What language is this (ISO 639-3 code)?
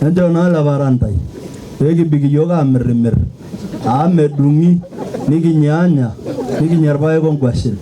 mas